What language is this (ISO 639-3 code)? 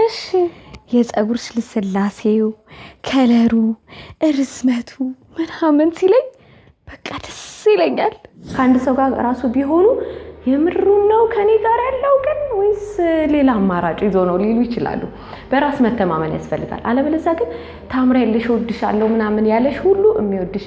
amh